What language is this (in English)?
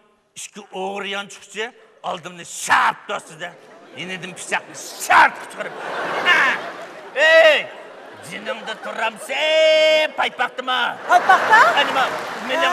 Uyghur